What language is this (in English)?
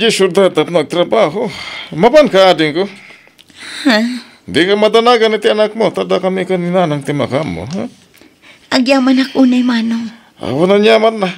Iloko